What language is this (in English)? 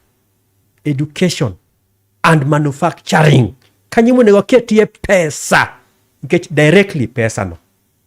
Luo (Kenya and Tanzania)